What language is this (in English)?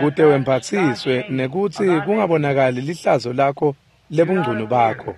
Swati